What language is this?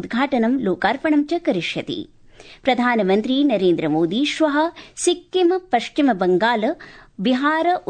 Sanskrit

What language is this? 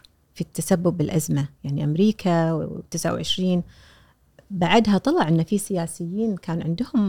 Gulf Arabic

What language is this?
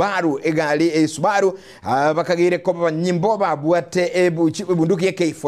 Gusii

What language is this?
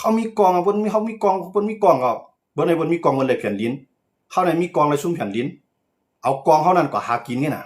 Shan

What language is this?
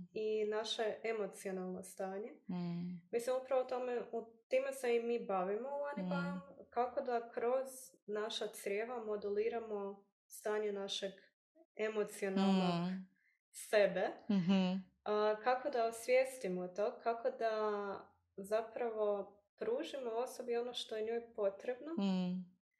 Croatian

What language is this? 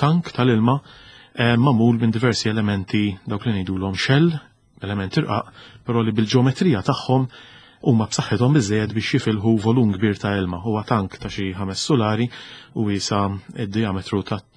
Maltese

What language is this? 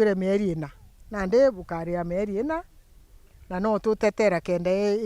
Meru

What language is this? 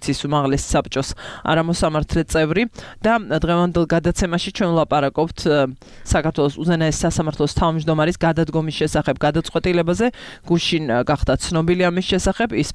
Georgian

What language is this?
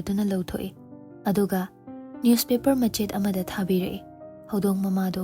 Manipuri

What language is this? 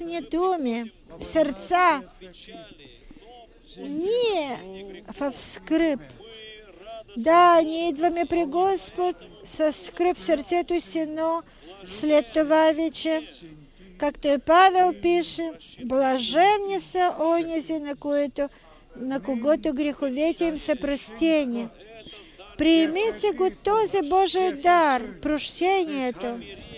Bulgarian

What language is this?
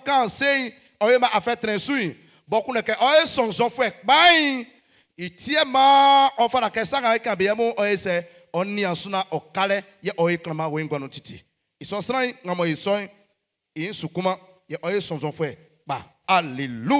Baoulé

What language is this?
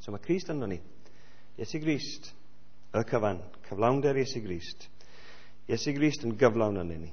Welsh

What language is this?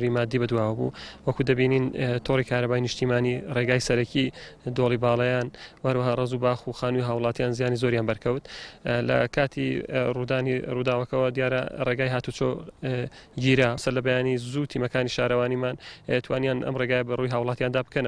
Central Kurdish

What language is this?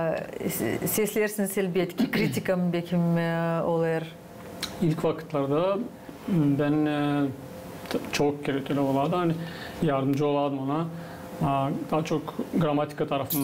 Gagauz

